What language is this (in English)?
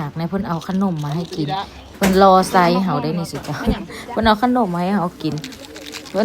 Lao